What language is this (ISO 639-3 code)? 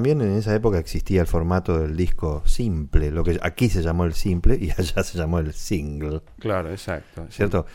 spa